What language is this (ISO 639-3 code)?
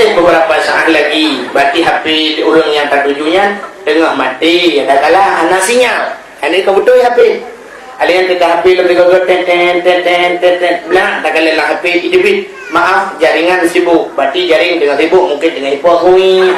ace